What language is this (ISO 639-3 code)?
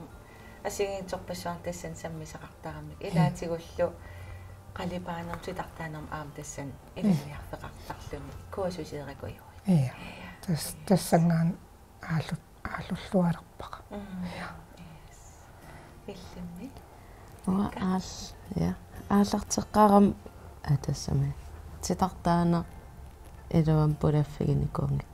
kal